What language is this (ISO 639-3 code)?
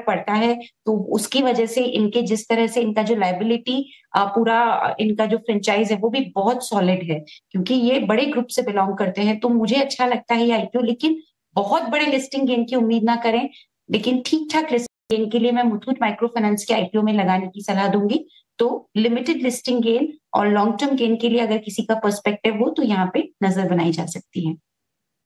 hin